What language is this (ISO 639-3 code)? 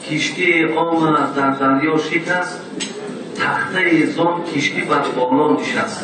tgk